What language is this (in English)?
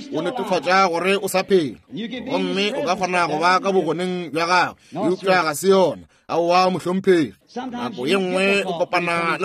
Northern Sotho